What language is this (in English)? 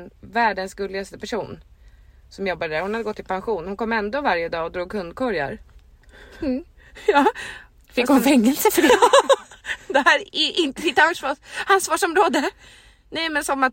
Swedish